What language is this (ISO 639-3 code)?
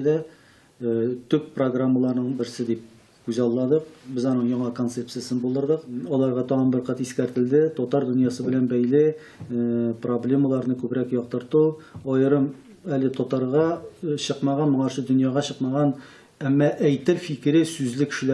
tat